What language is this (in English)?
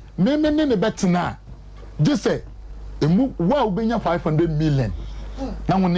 Akan